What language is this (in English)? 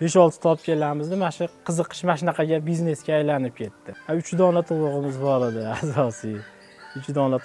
Uzbek